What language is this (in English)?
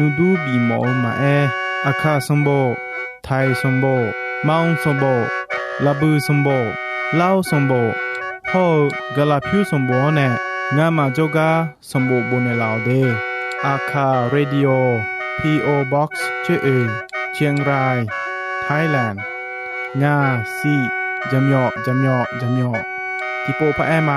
Akha